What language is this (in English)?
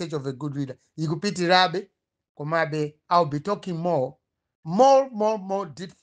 Nyanja